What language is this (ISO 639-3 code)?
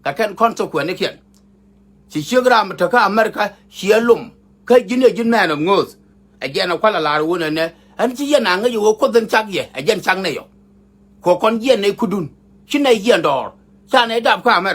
nus